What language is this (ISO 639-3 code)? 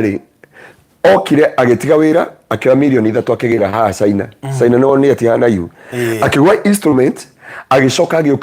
kik